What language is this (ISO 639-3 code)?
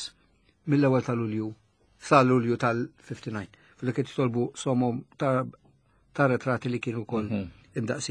mlt